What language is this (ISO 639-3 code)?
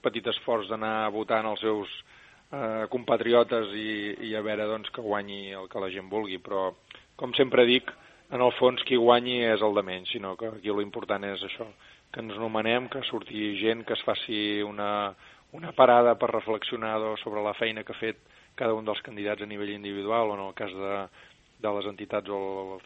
cat